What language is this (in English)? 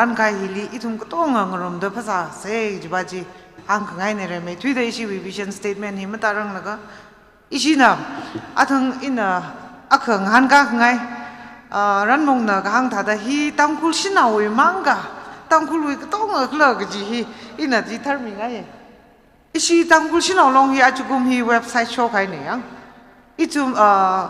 Tangkhul Naga (India)